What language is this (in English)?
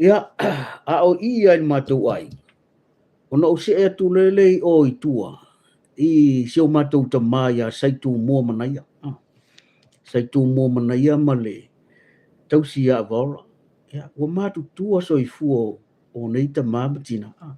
Samoan